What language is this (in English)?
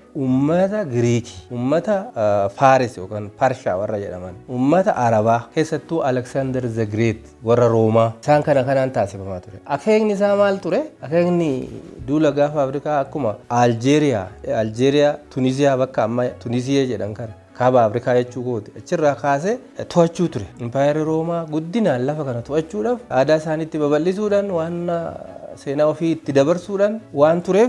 Oromo